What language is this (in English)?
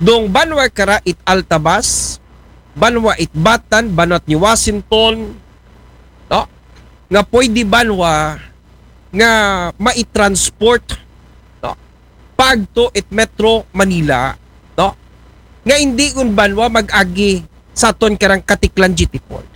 Aklanon